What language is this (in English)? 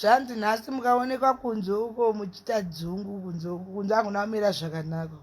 Shona